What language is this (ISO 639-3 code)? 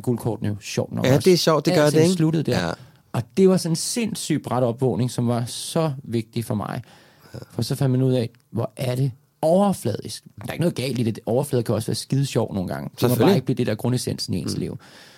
dan